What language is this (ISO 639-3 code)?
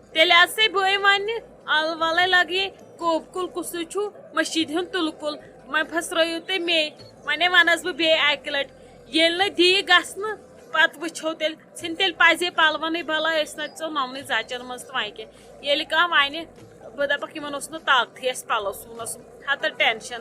kas